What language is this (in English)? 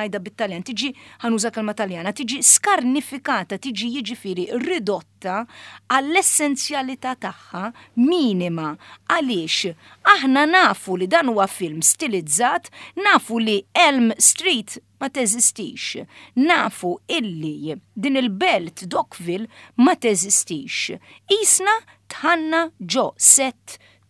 Maltese